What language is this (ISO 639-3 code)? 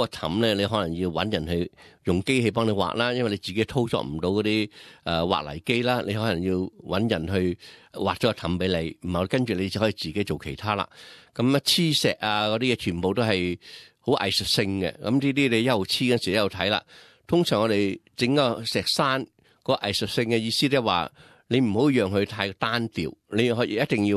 yue